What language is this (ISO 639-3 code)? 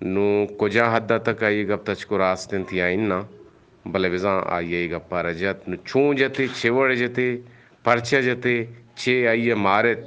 bgp